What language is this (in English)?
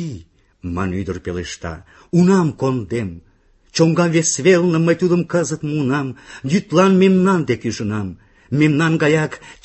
Mari